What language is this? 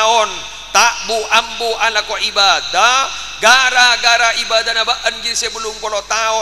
Madurese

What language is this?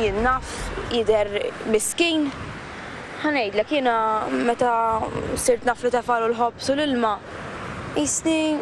Maltese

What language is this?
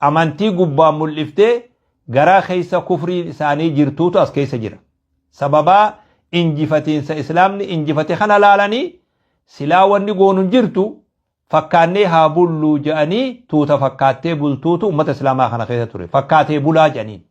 Oromo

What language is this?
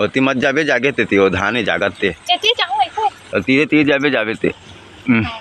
Chhattisgarhi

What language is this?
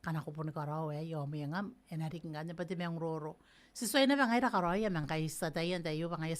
Gilbertese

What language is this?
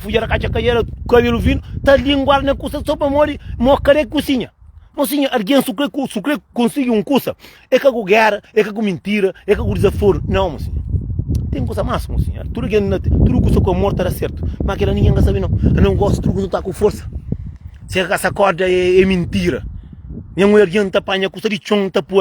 Kabuverdianu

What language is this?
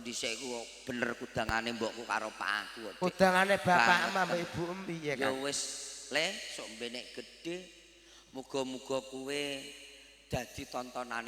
Javanese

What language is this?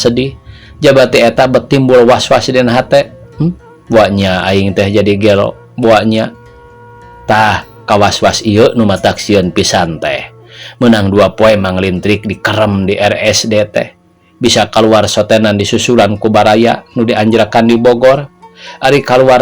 Sundanese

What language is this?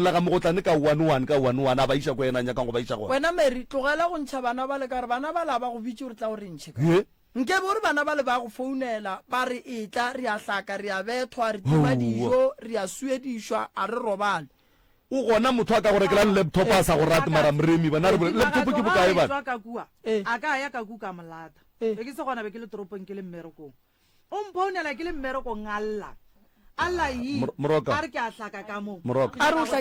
Northern Sotho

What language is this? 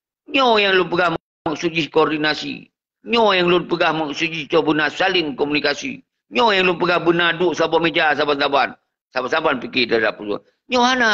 Achinese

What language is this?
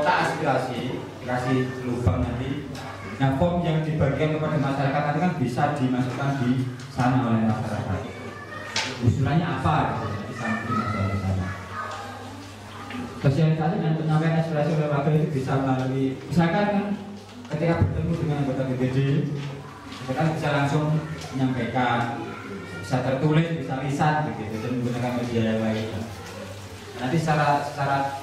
Indonesian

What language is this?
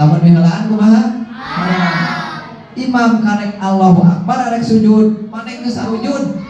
Sundanese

